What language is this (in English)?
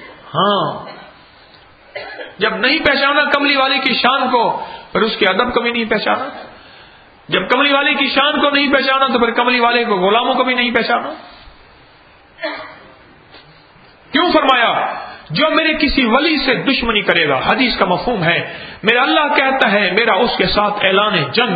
Urdu